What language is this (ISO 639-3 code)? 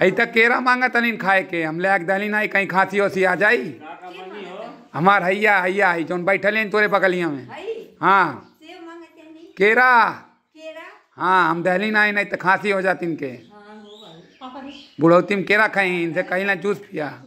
bho